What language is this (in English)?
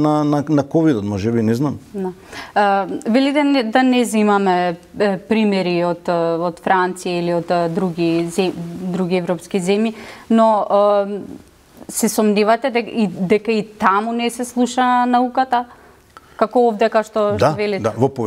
Macedonian